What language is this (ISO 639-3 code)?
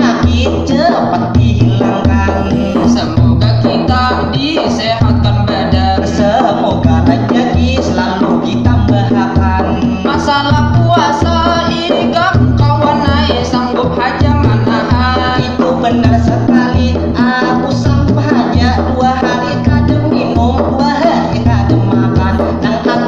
bjn